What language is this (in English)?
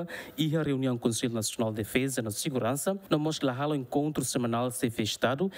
Tetum